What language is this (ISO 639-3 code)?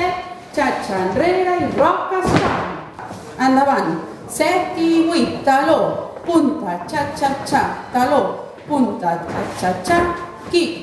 cat